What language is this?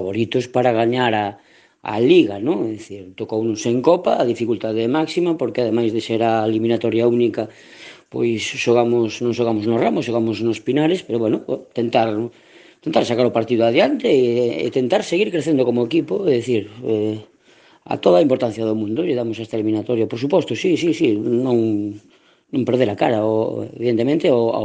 Galician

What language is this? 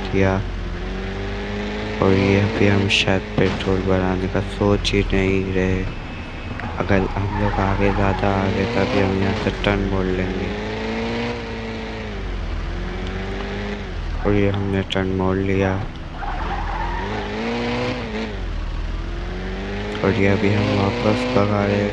Hindi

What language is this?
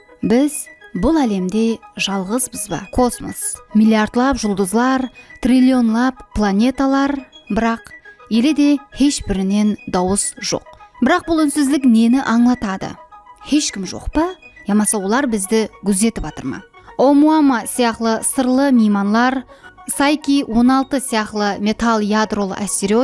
Kara-Kalpak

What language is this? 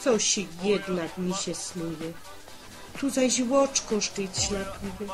Silesian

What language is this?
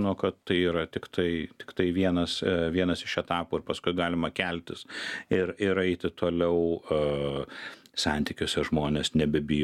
Lithuanian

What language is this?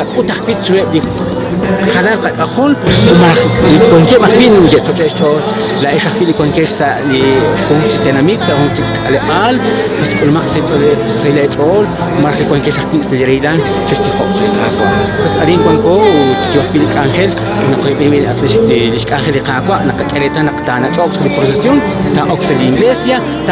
Kekchí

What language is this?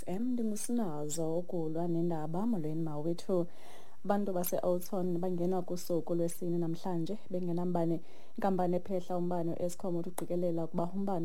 Xhosa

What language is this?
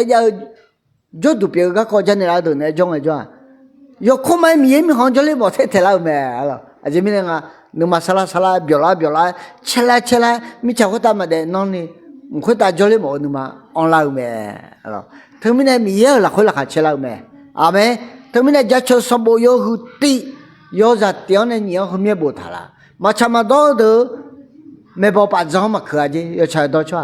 Akha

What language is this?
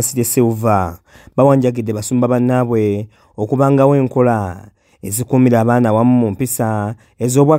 Ganda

